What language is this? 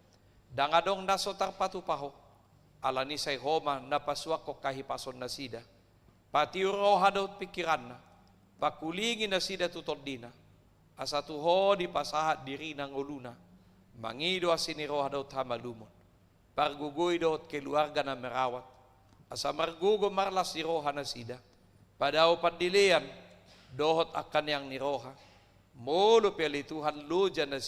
Batak Toba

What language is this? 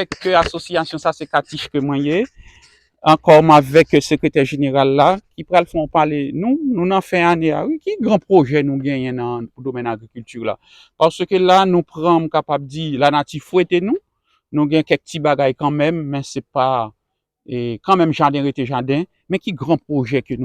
Haitian Creole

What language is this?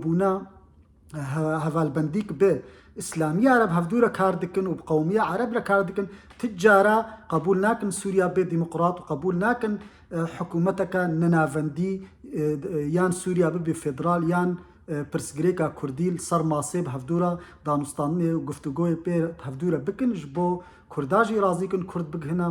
Kurdish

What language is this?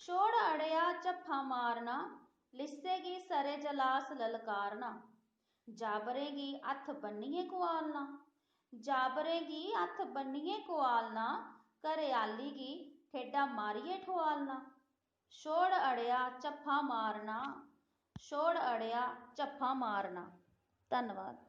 Dogri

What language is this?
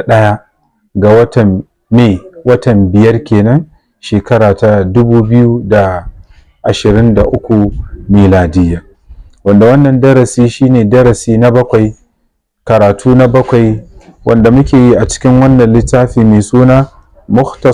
Hausa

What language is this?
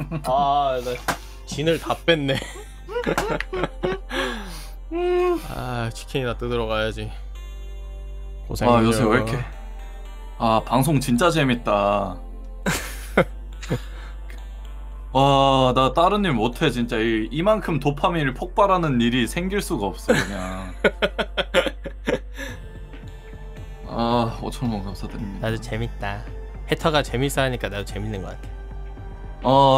Korean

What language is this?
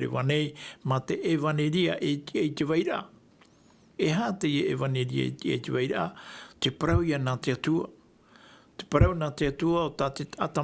Tahitian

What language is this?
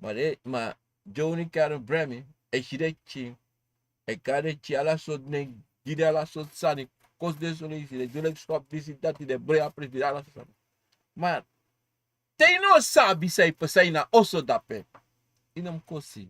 Sranan Tongo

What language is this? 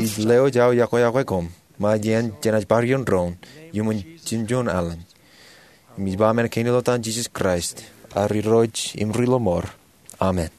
Marshallese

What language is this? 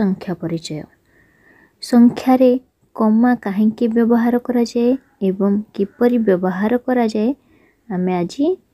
Odia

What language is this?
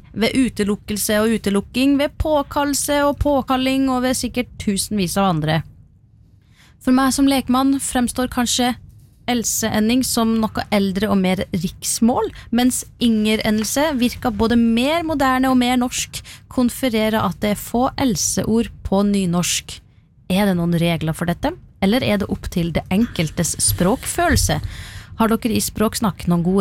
Norwegian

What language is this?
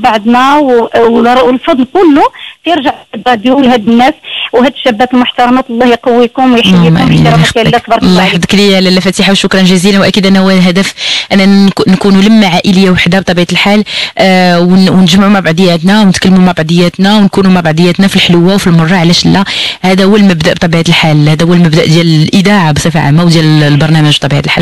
Moroccan Arabic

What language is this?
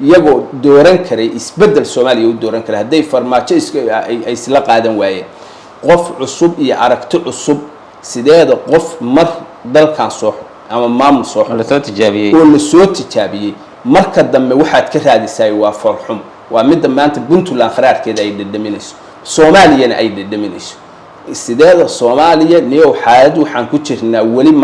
Somali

